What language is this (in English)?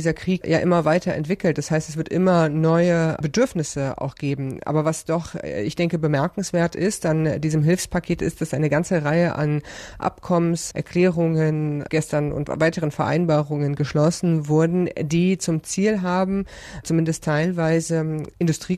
German